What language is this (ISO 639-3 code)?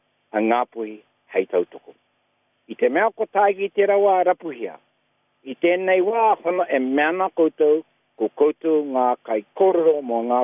mri